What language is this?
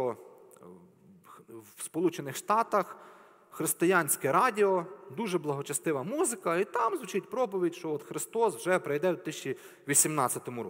Ukrainian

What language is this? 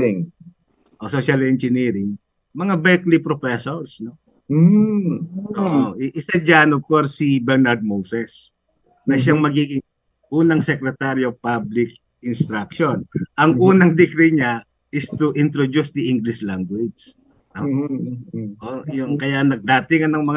Filipino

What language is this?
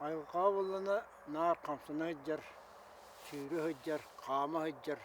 Yakut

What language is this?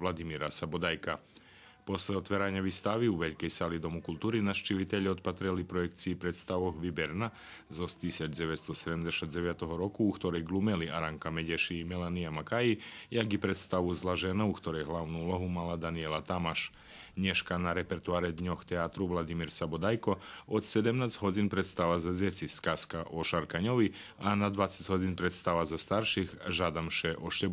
Rusyn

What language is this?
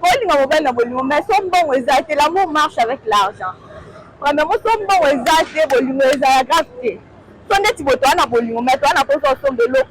Lingala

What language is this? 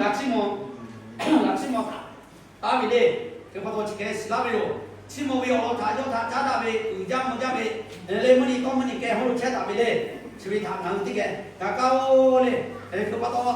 Lahu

